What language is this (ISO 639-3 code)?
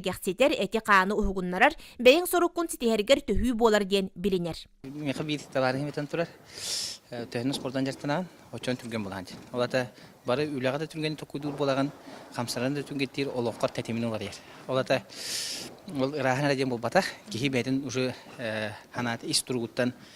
sah